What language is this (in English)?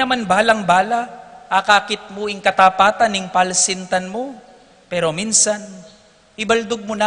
Pampanga